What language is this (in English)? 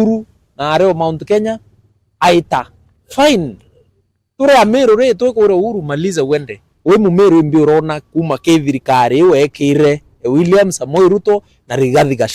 Meru